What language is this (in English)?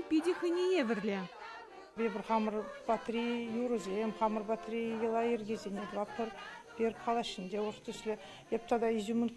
Chuvash